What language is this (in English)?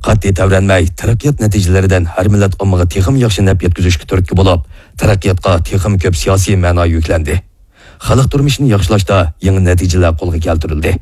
Uyghur